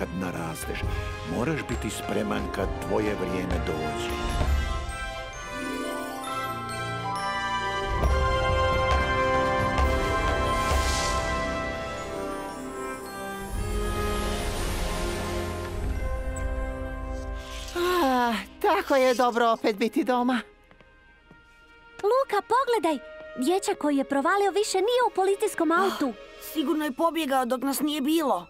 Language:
Croatian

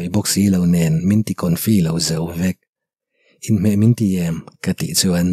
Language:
Mizo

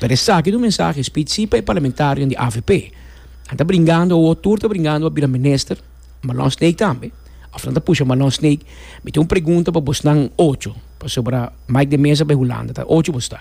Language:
Papiamento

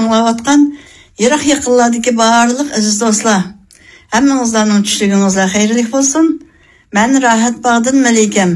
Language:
Uyghur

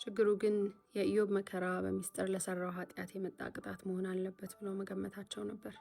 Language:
Amharic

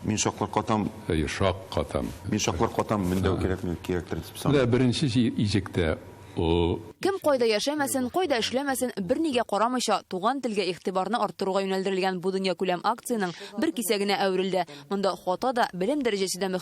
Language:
Tatar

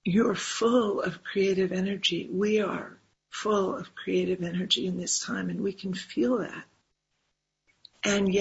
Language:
English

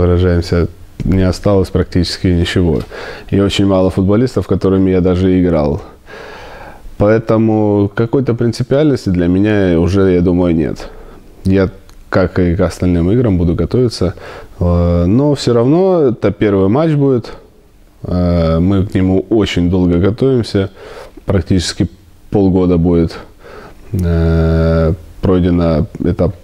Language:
Russian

